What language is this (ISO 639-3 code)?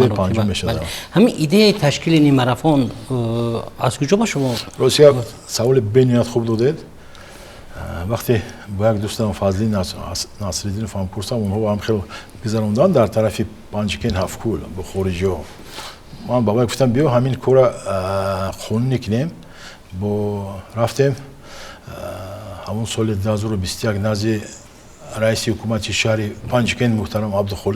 tgk